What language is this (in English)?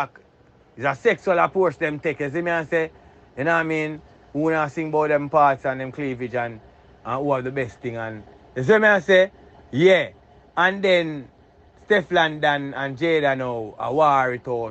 Jamaican Creole English